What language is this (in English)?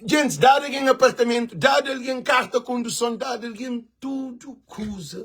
Kabuverdianu